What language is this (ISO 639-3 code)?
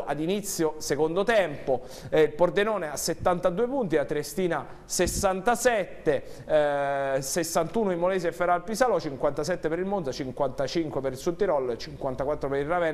ita